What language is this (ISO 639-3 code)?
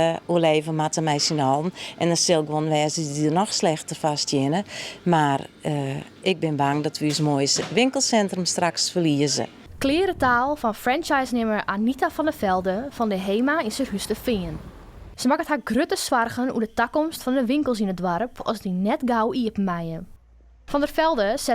fry